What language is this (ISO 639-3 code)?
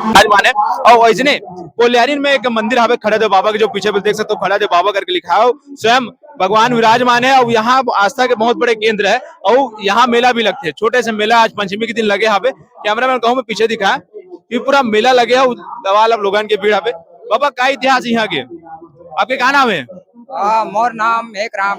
hne